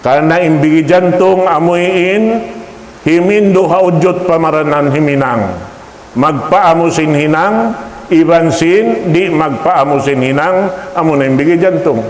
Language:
Tausug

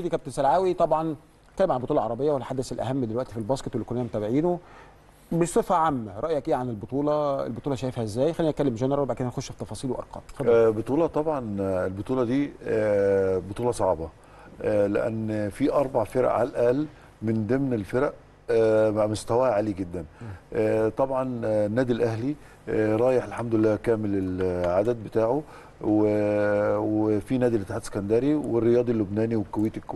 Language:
Egyptian Arabic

